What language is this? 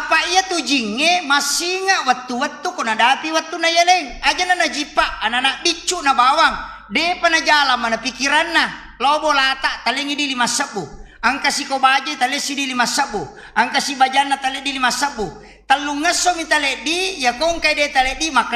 Buginese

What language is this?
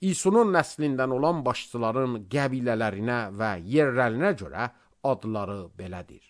Azerbaijani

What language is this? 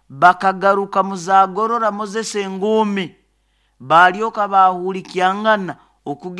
Nyoro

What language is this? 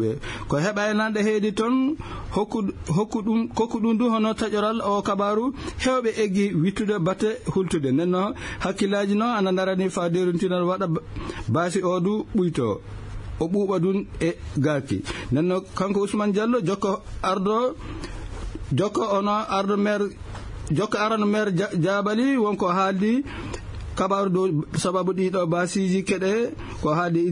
Fula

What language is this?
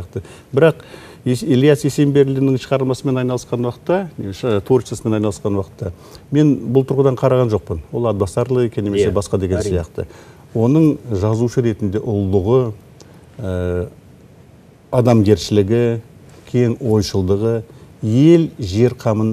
Kazakh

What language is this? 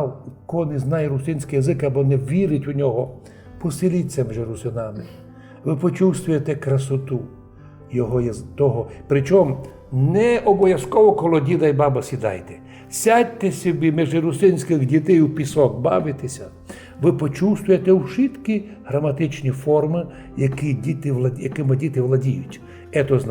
Rusyn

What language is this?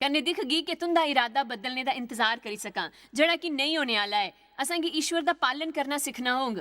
Dogri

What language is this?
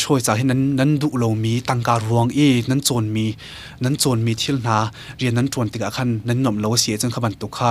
Hakha Chin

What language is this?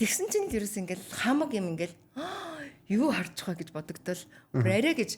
Mongolian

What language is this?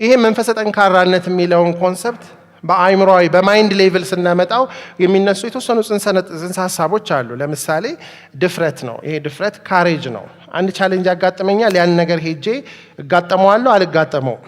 Amharic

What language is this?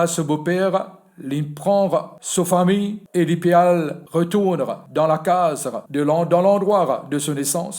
Morisyen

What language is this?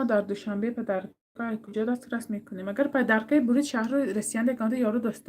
Tajik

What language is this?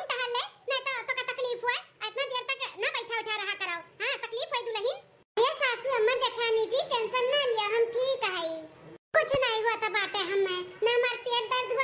Awadhi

